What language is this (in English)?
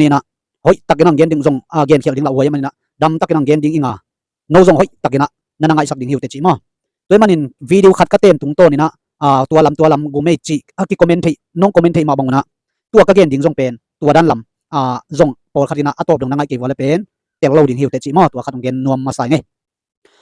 Tedim Chin